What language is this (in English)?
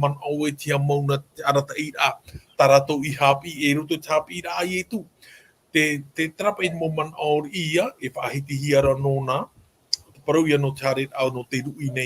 Tahitian